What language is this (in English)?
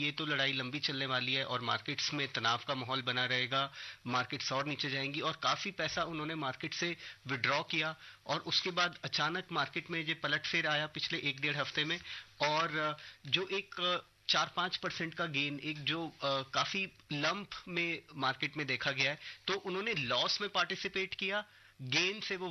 Hindi